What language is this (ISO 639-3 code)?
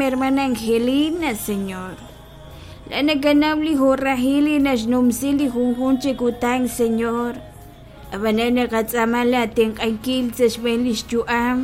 kek